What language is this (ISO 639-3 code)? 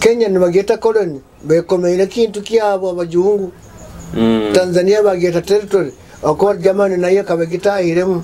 nyo